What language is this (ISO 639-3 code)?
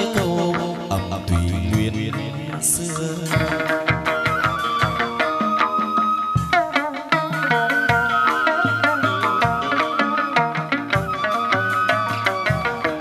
vie